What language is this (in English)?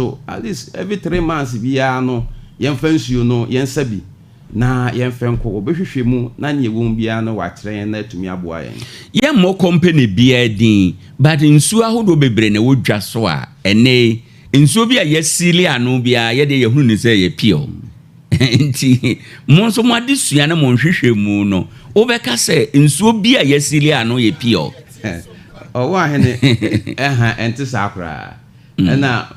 Akan